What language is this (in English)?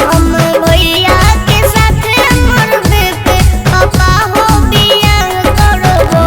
Magahi